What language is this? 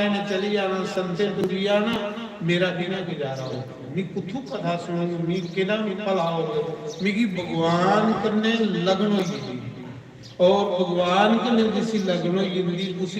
Dogri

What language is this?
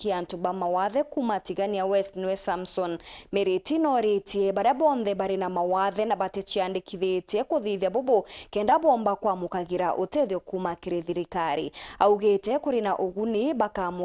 Meru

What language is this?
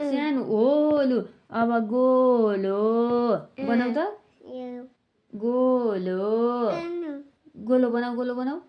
Nepali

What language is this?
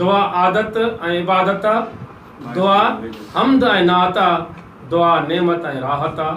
Sindhi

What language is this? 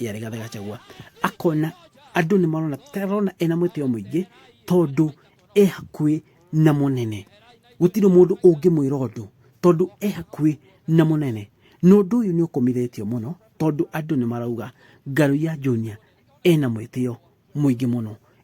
Kikuyu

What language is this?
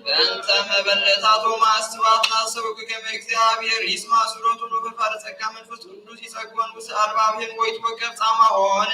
Geez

